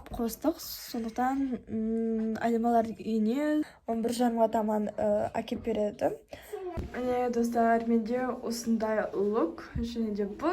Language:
Kazakh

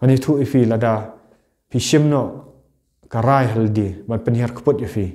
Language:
Khasi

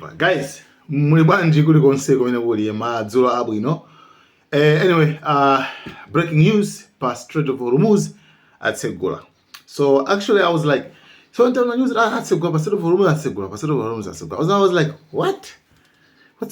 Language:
Nyanja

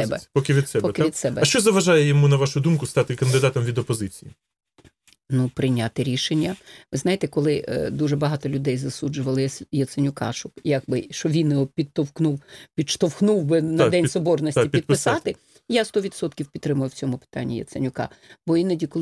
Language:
Ukrainian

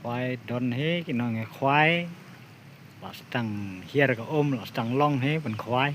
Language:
Khasi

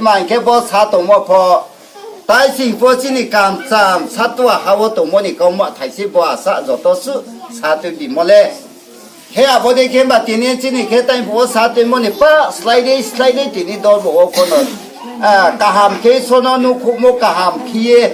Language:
Riang (India)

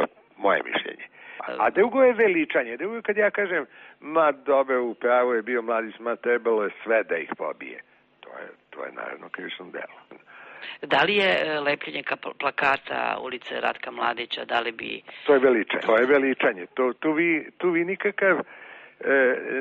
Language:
Serbian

